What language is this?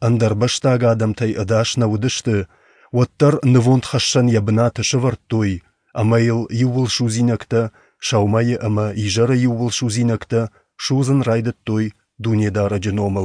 Ossetic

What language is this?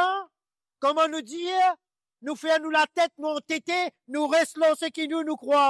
Morisyen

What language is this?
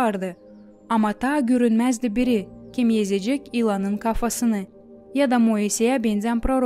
Gagauz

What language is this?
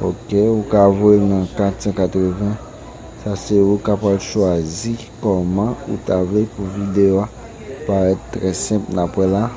Haitian Creole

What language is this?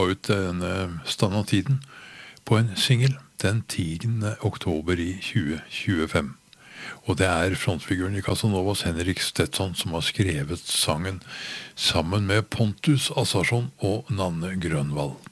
Norwegian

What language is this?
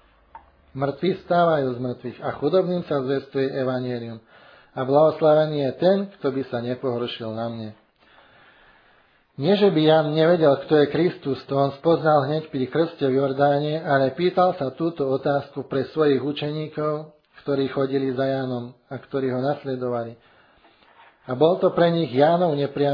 Slovak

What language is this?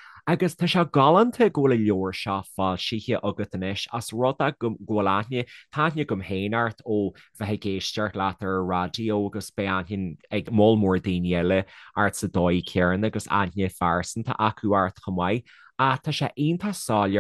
Irish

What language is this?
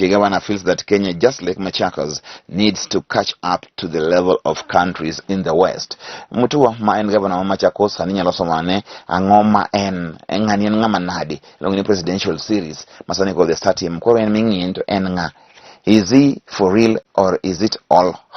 Luo (Kenya and Tanzania)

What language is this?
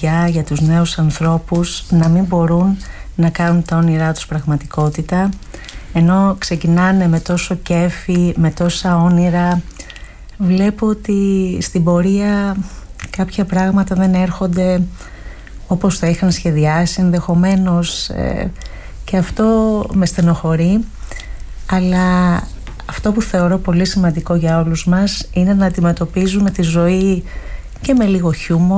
Greek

